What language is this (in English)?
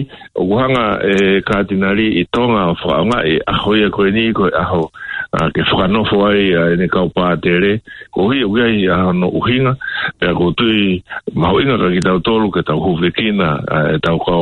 Tongan